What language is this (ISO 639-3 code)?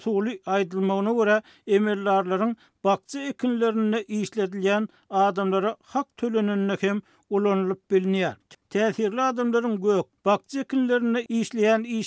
tuk